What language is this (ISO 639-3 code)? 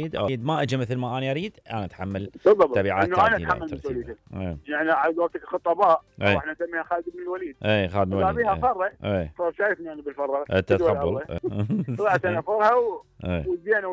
acm